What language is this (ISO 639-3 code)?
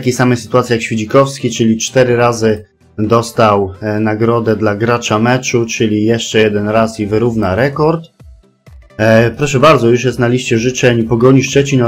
pol